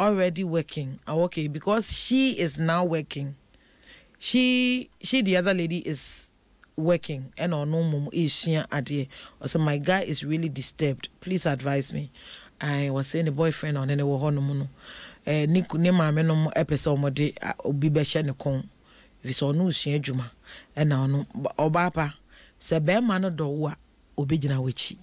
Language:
Akan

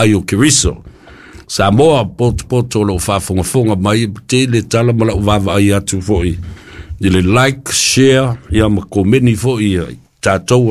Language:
Samoan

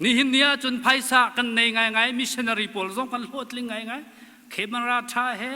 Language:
Hakha Chin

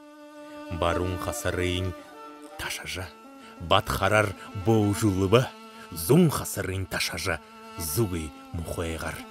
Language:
Buriat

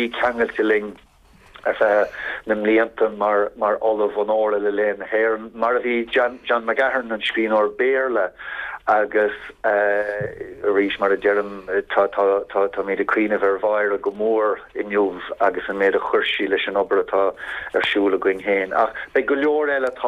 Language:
Irish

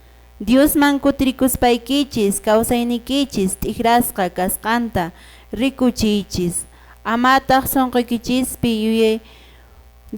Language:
Quechua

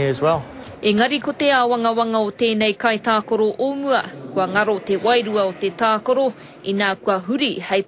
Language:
Māori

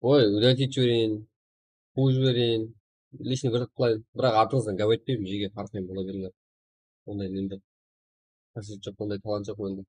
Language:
Kara-Kalpak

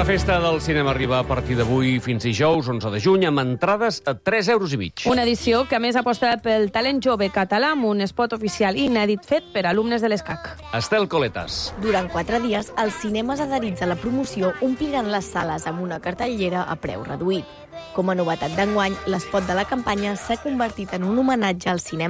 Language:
Catalan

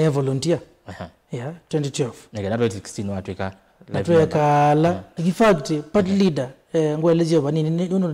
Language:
Kamba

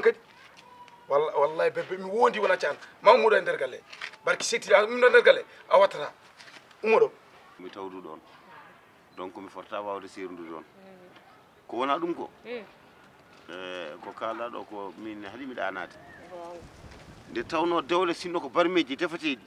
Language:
Fula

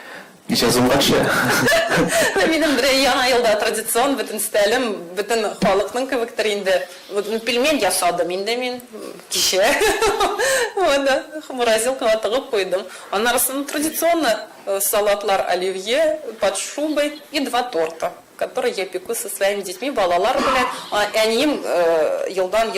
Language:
Tatar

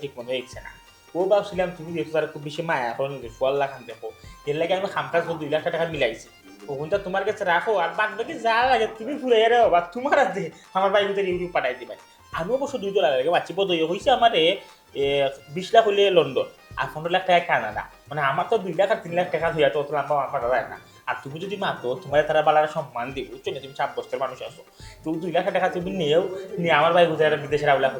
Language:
Sylheti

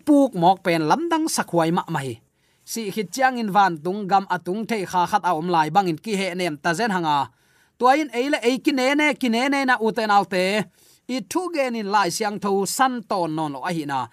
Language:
Tedim Chin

